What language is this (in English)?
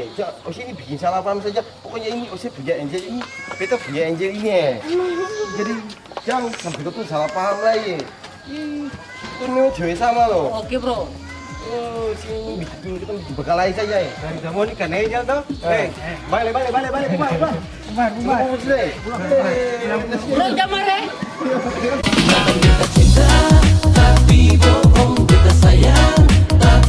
Ambonese Malay